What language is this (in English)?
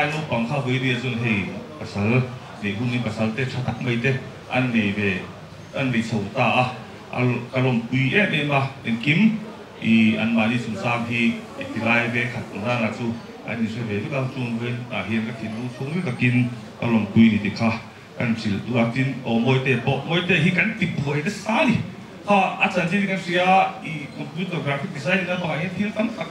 Mizo